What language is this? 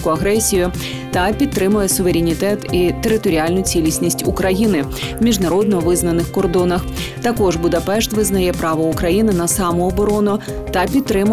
Ukrainian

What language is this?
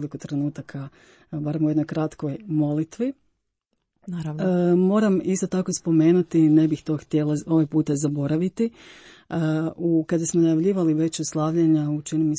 Croatian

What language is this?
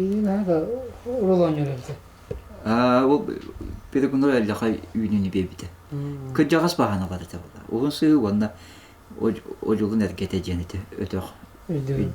Yakut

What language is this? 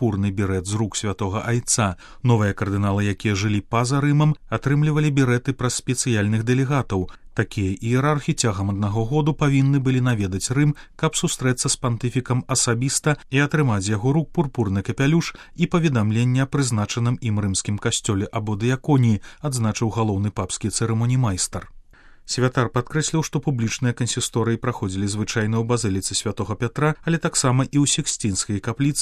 Belarusian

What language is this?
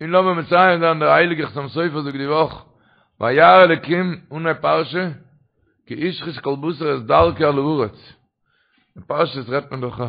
Yiddish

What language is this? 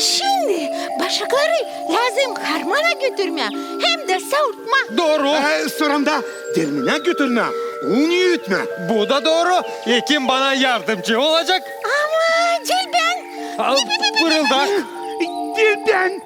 Gagauz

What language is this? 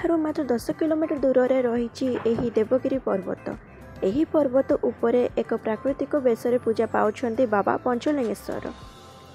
Odia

